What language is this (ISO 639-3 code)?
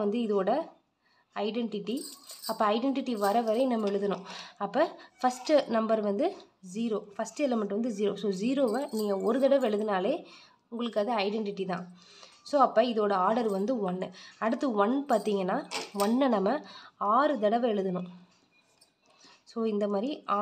tam